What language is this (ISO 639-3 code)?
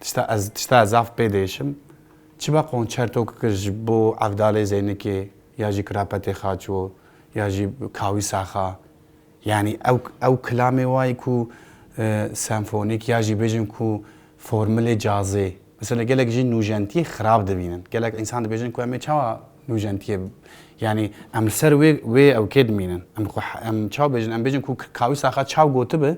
kur